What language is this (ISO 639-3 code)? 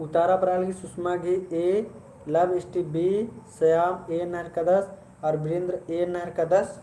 kru